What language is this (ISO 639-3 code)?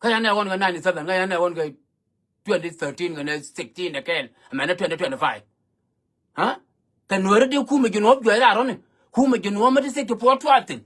nus